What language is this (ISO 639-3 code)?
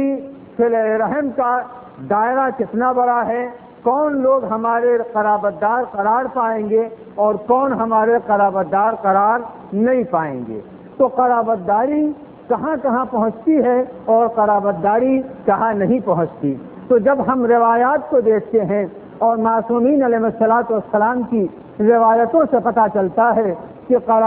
urd